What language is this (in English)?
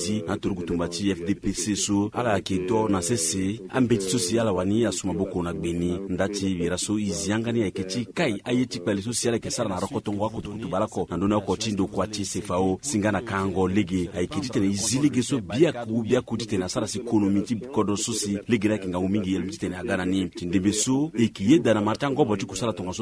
Sango